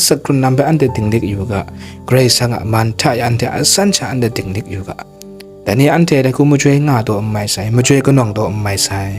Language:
Kachin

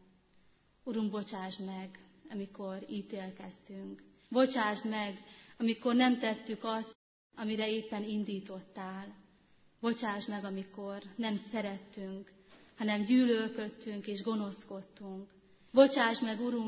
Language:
Hungarian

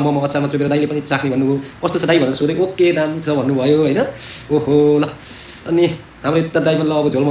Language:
Nepali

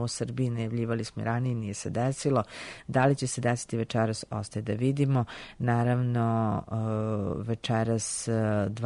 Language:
Serbian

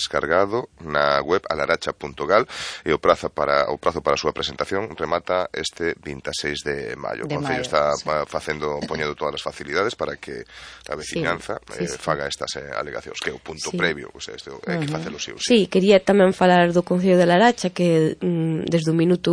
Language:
Galician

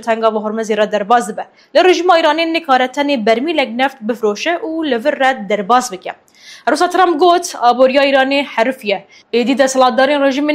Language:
Kurdish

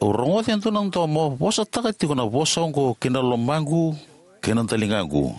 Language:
Fijian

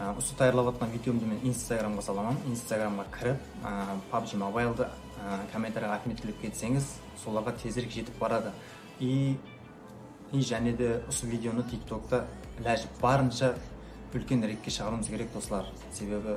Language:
Kara-Kalpak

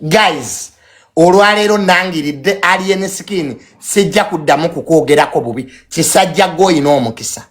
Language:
Ganda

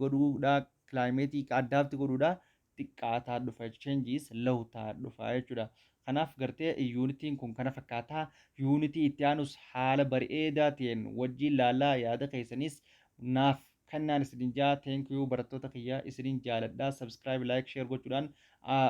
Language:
Oromo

